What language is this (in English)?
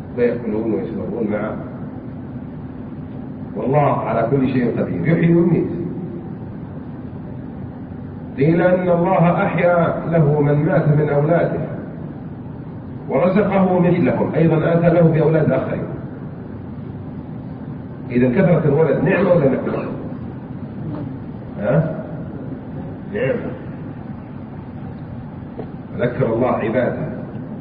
Arabic